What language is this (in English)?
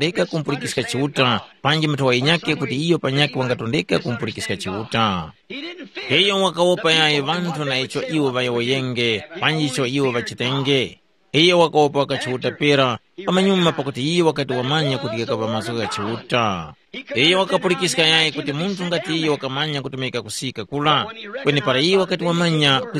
Tumbuka